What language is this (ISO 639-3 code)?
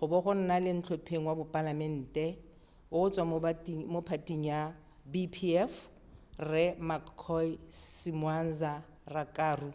tsn